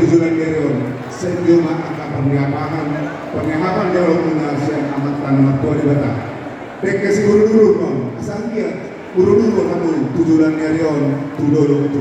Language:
Batak Toba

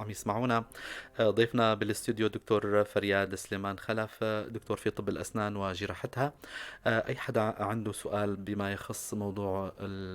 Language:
North Levantine Arabic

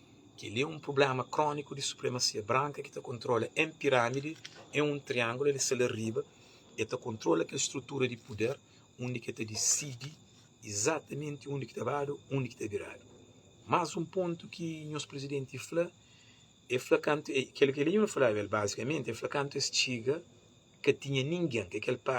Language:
Kabuverdianu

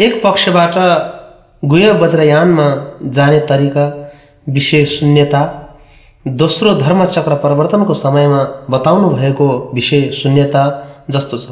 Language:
Nepali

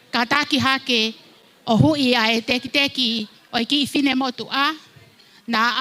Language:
Tongan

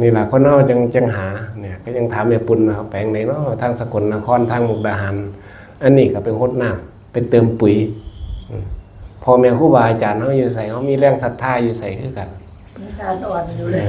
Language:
Northeastern Thai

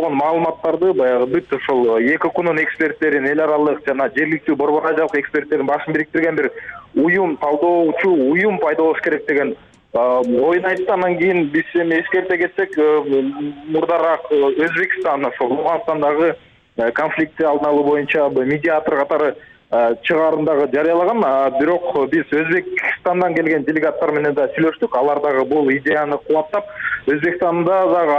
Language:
Kyrgyz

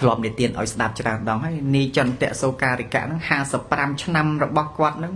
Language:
Khmer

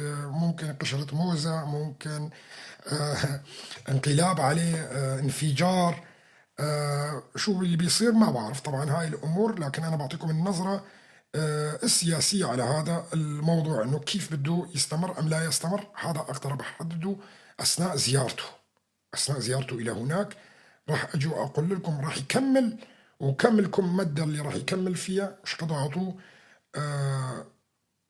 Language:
North Levantine Arabic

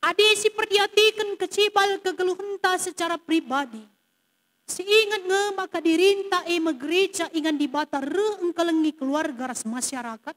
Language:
Batak Karo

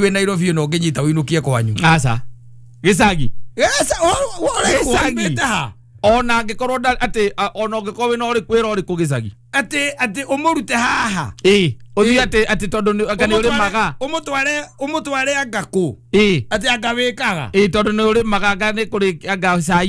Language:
Kikuyu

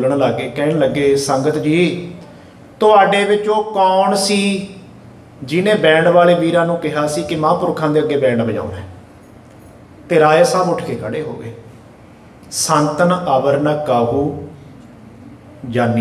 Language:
Punjabi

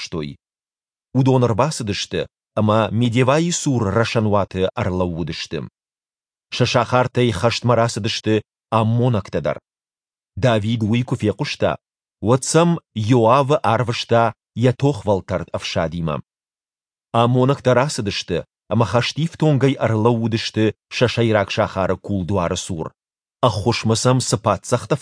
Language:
Ossetic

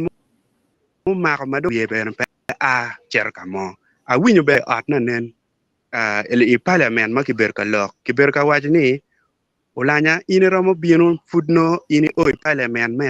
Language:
Acoli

